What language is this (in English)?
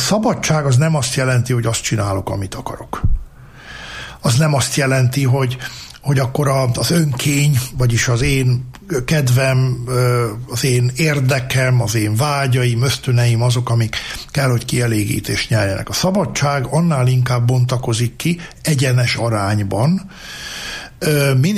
Hungarian